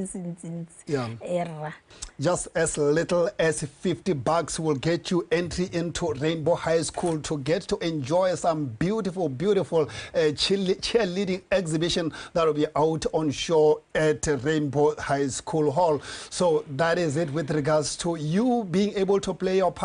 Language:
Tswana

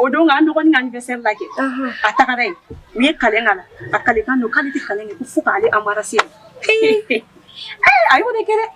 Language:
Bambara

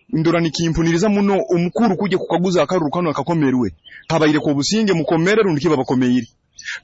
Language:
Nyoro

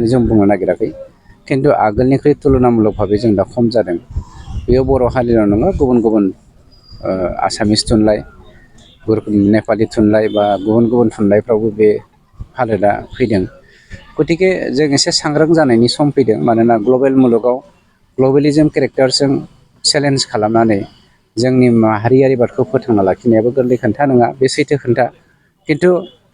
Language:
Bodo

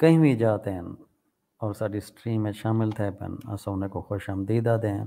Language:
Saraiki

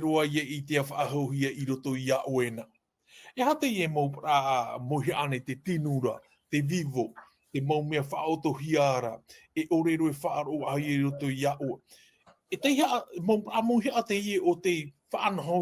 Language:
Tahitian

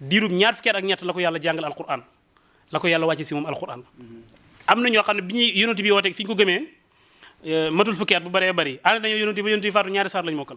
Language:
Wolof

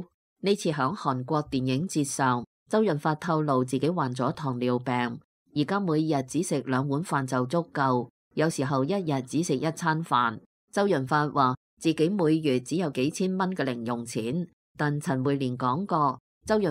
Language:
Cantonese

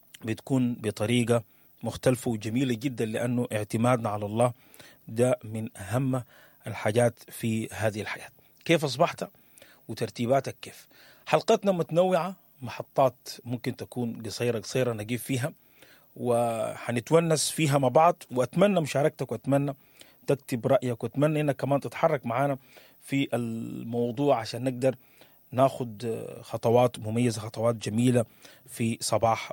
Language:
Sudanese Arabic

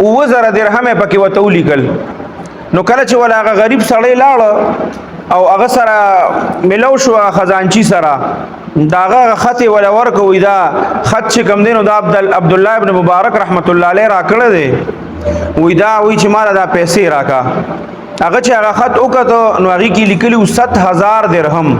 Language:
Pashto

